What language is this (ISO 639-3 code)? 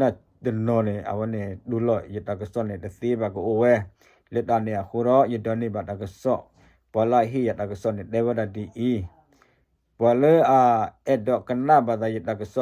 ksw